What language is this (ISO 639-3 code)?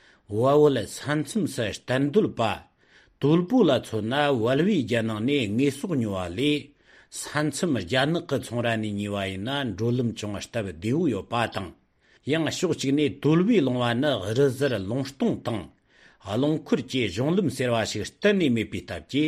bod